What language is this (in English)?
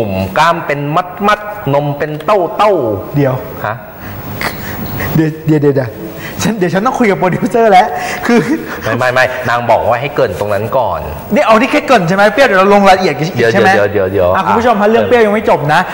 Thai